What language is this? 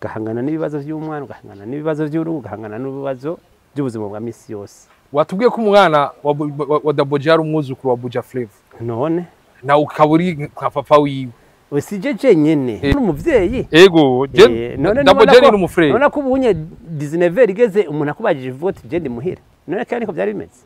Rundi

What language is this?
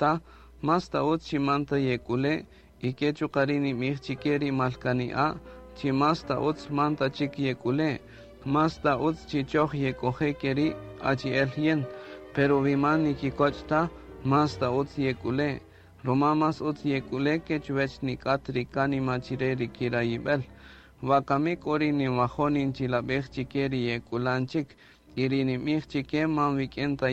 Kaqchikel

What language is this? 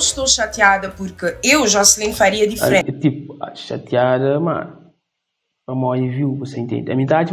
Kabuverdianu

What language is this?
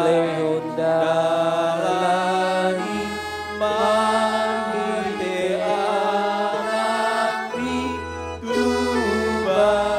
Batak Toba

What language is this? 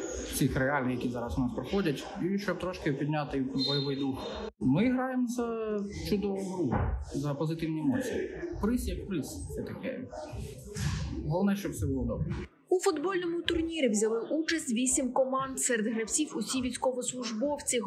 Ukrainian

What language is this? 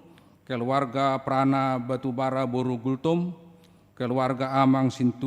Batak Toba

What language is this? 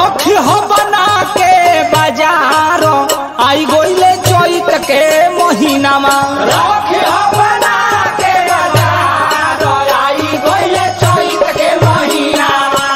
Bhojpuri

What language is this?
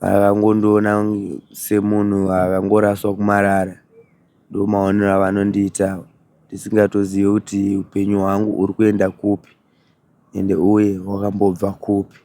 Shona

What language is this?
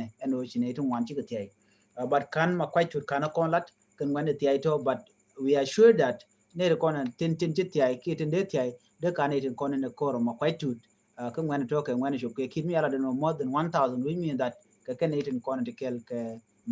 Nuer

